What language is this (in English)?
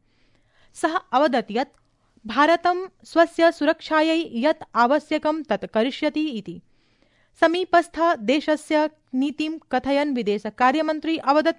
Sanskrit